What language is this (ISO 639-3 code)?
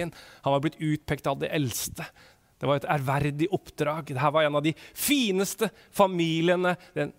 nor